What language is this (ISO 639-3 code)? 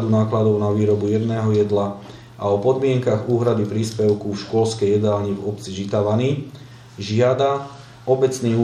slk